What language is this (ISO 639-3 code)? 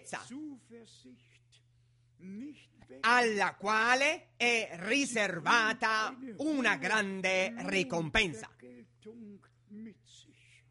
ita